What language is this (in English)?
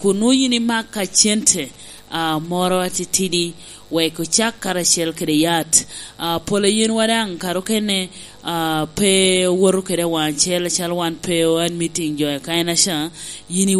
Lango (Uganda)